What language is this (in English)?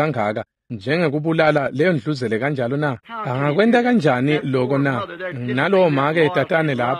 Swati